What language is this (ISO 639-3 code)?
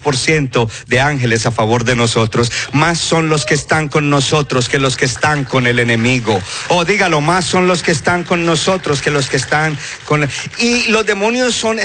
spa